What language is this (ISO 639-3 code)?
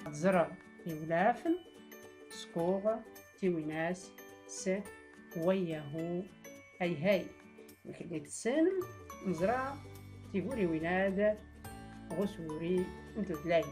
shi